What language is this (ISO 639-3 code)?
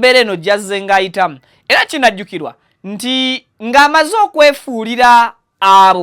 lug